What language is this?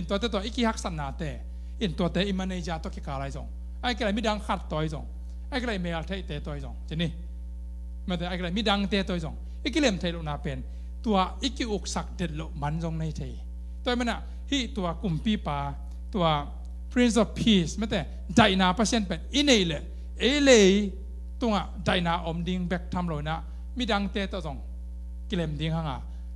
Tedim Chin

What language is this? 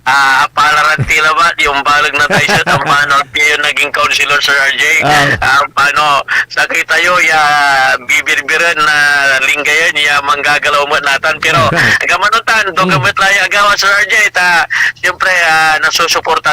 Pangasinan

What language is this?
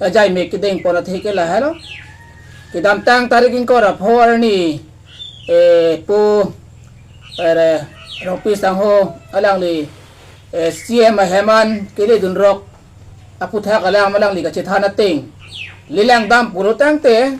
Karbi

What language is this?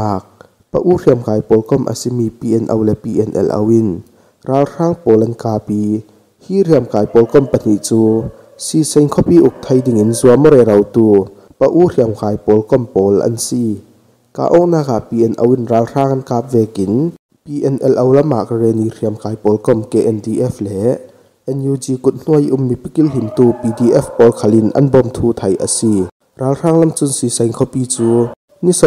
Falam Chin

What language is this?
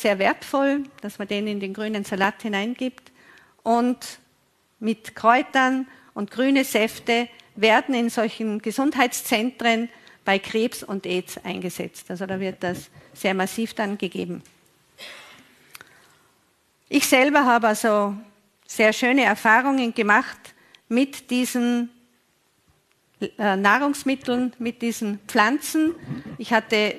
German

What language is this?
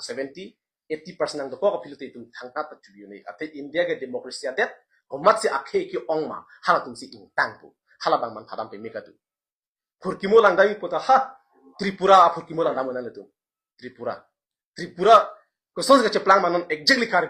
Karbi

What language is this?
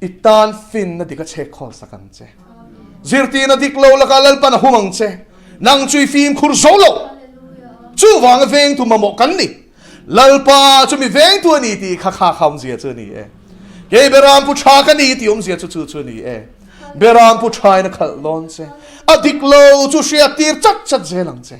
Mizo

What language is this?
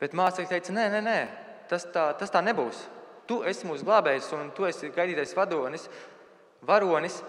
Latvian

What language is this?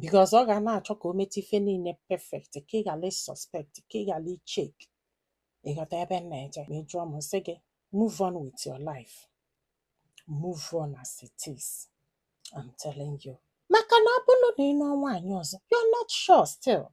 Igbo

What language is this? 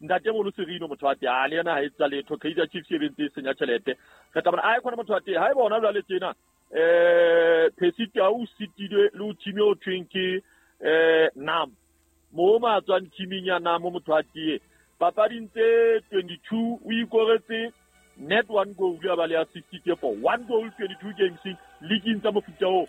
Southern Sotho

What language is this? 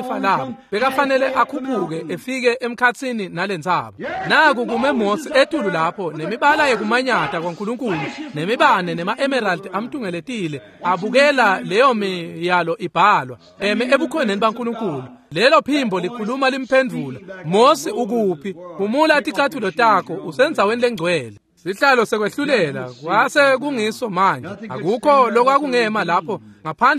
Swati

